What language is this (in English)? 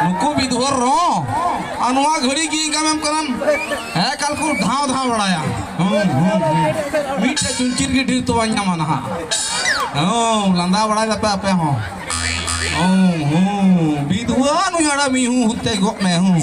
Santali